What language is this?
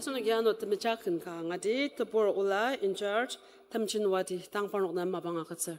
Ao Naga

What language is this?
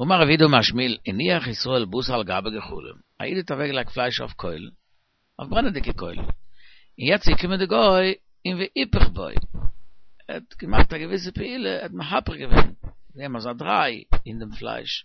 Yiddish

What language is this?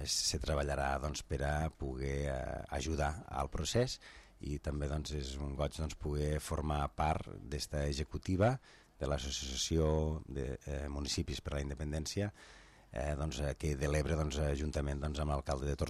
Catalan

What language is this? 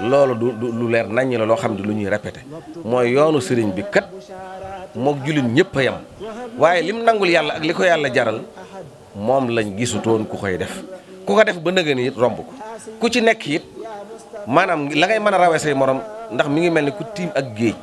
Wolof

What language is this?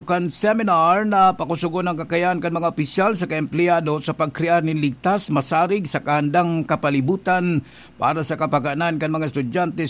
Bikol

